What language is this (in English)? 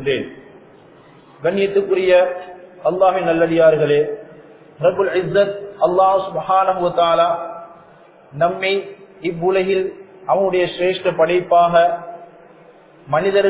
Tamil